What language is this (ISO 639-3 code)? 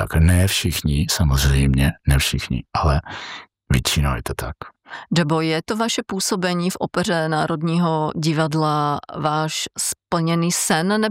ces